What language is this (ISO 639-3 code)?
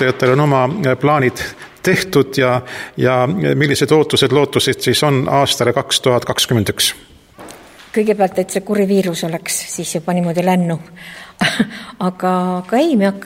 est